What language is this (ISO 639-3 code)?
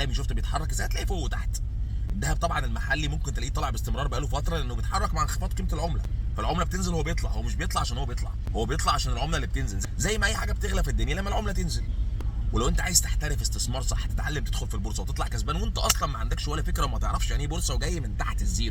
arz